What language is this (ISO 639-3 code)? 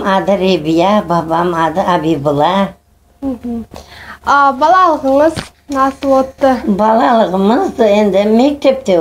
crh